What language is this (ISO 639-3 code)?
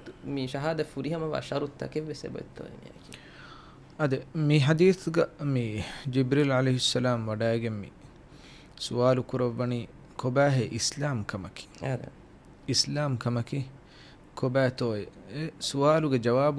div